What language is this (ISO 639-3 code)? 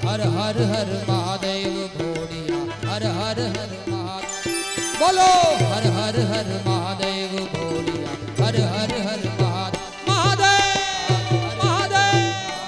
guj